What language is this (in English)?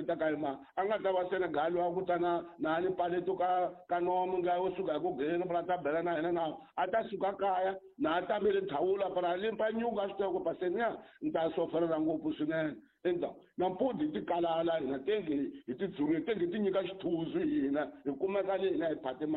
Tsonga